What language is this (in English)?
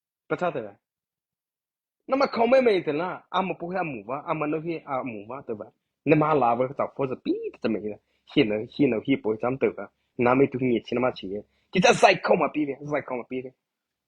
Mara Chin